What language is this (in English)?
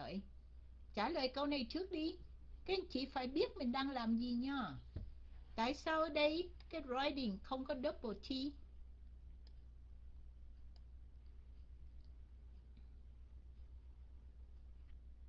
Vietnamese